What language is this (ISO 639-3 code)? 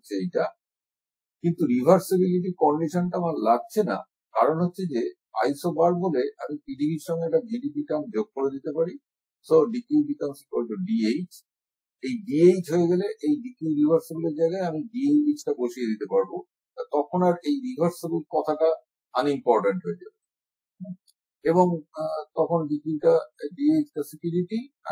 ben